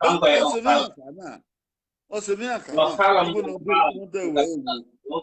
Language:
Bini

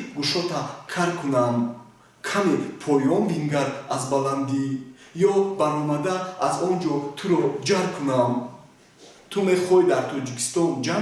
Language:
Tajik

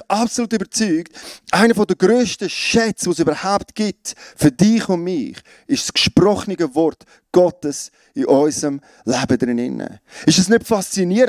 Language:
Swiss German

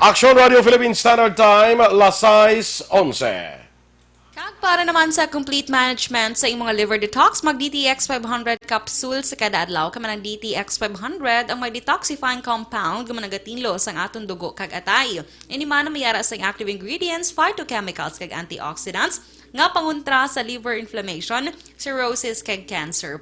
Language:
Hiligaynon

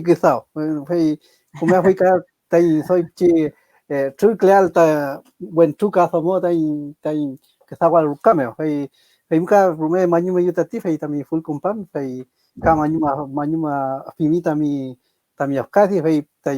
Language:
Mapuche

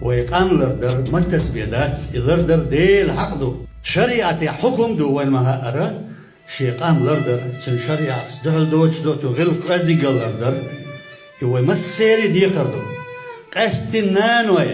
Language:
Chechen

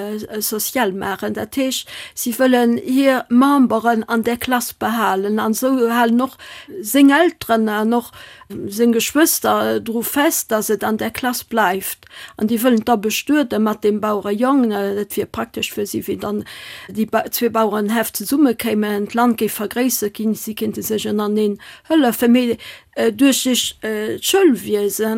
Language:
Luxembourgish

